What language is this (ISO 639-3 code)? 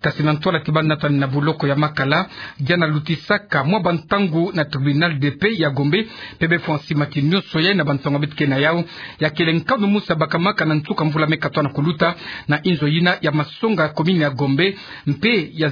ktu